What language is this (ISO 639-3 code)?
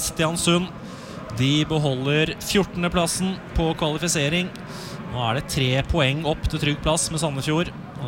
nor